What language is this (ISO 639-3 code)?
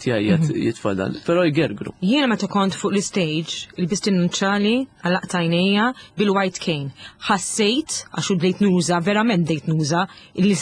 mlt